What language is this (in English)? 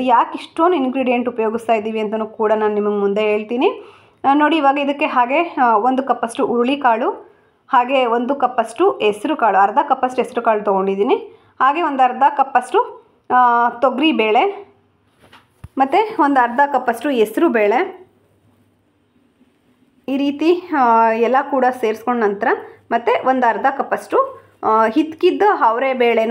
Kannada